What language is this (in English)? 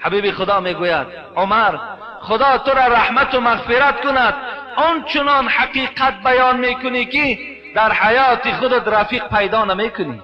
Tajik